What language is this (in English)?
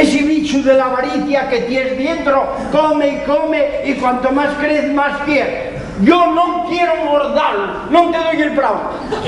Asturian